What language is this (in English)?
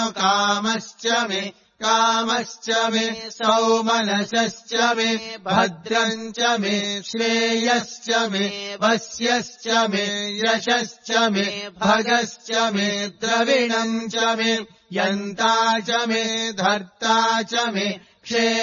Sanskrit